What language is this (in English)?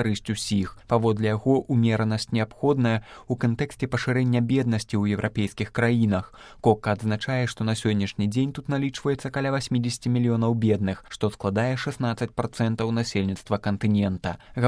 Belarusian